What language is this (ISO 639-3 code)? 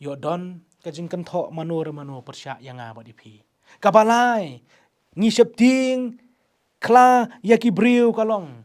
kha